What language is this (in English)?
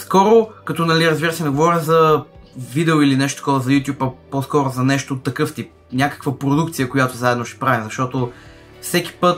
Bulgarian